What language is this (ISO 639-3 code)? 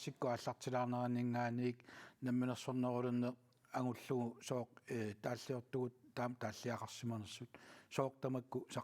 kal